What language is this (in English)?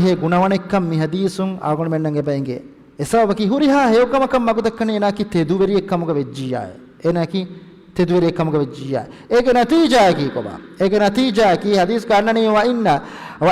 Divehi